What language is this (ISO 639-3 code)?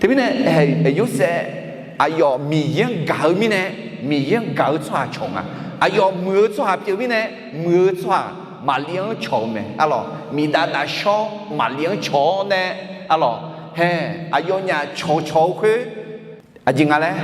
ahk